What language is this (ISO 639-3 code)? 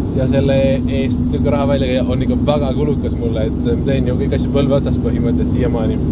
est